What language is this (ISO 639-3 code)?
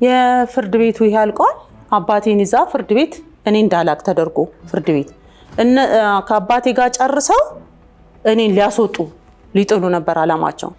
amh